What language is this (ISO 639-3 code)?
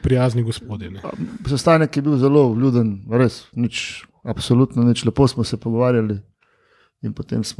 slv